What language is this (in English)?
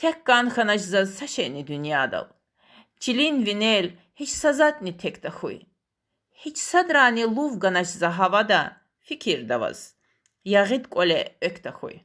Lezghian